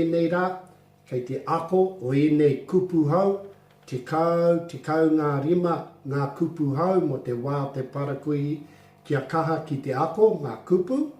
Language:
Māori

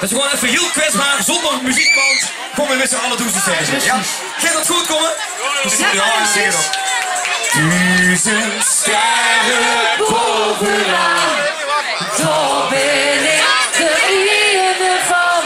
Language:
Limburgish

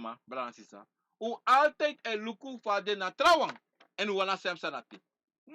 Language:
Sranan Tongo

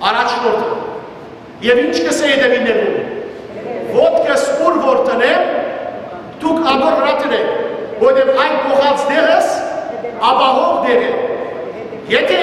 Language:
Western Armenian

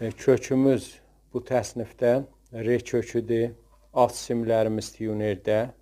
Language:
South Azerbaijani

